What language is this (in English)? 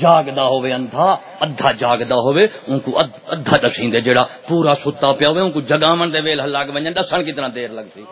Saraiki